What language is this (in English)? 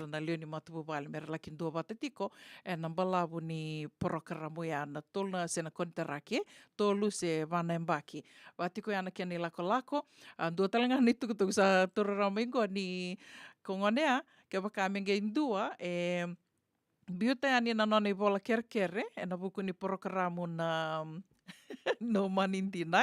Fijian